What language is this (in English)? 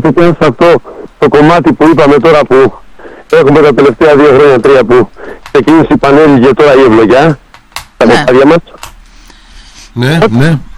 Greek